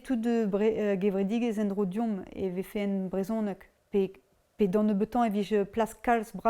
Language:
Breton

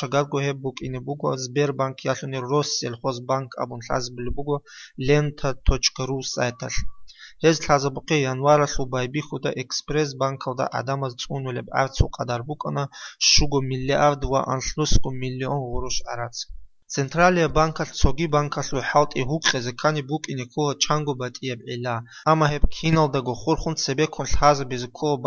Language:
Avaric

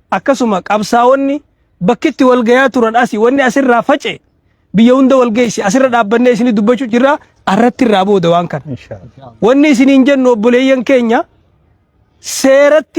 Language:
Oromo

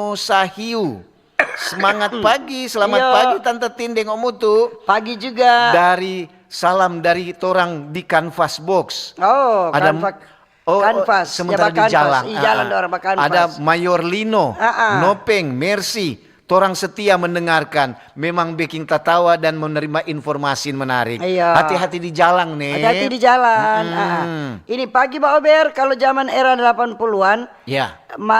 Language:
Manado Malay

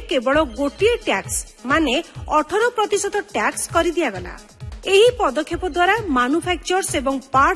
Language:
Odia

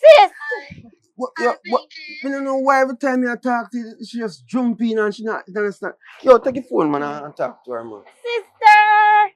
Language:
Jamaican Creole English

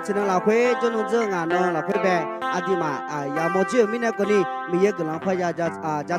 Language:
Akha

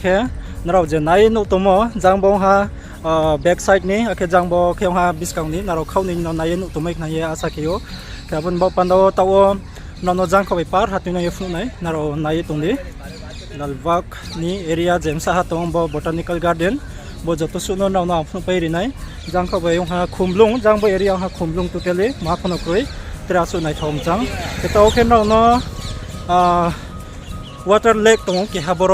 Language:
Riang (India)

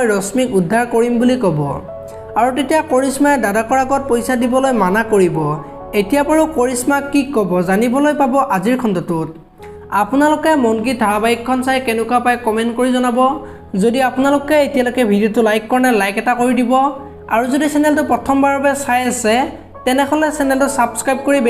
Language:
Assamese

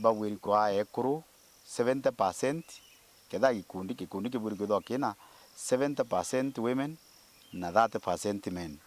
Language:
Meru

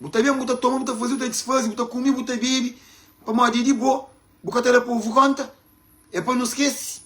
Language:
Kabuverdianu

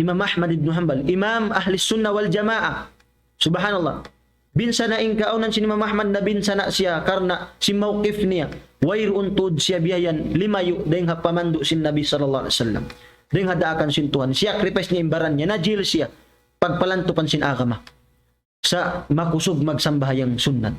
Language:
Tausug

